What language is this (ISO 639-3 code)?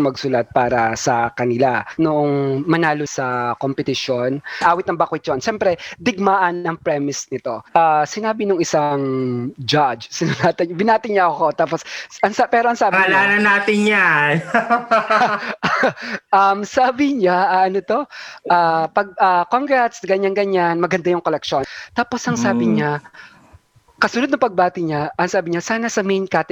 fil